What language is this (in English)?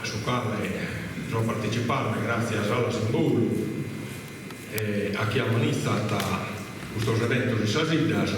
Sardinian